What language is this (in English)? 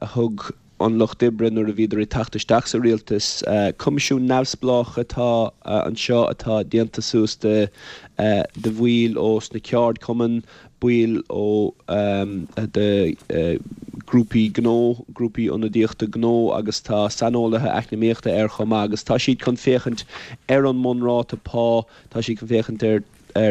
Irish